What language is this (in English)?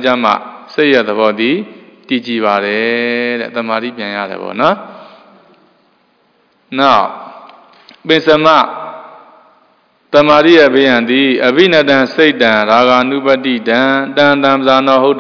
Burmese